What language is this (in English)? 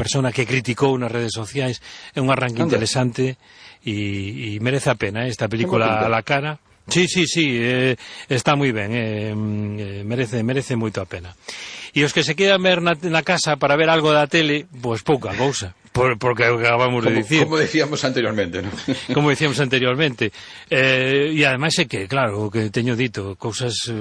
Galician